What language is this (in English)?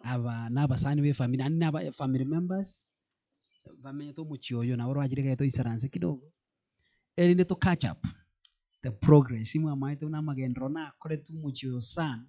Gusii